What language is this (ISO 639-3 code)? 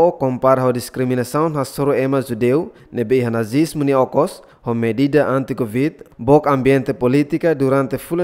tet